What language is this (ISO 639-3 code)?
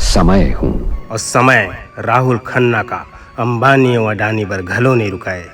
hne